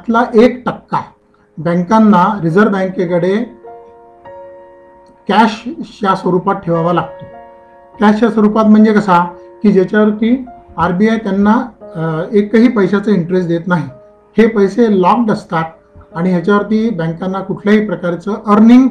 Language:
Marathi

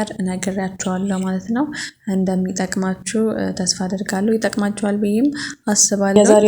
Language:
Amharic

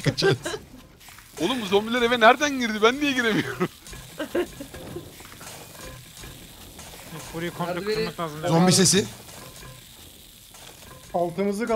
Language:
Turkish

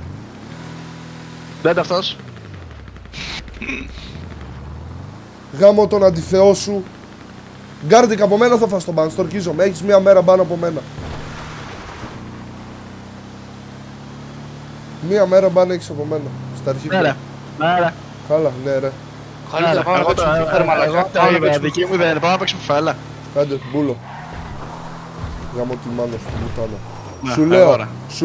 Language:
Greek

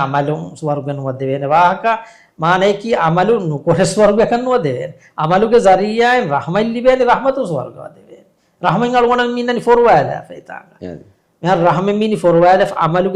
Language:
Divehi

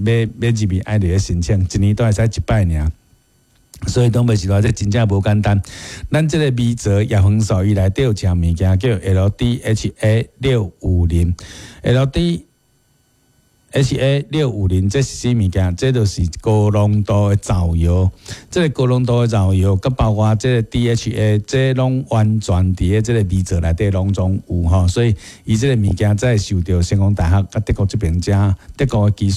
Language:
Min Nan Chinese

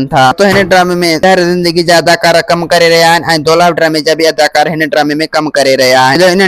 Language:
Sindhi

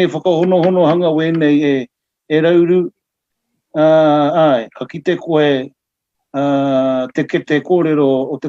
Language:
Māori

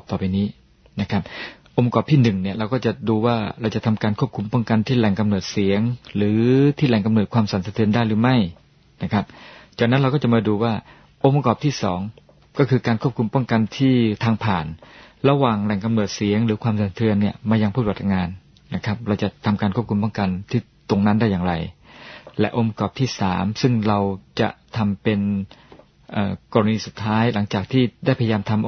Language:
Thai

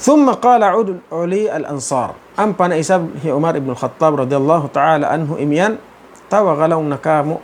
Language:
Tausug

